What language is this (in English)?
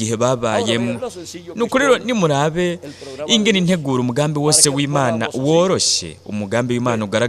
Rundi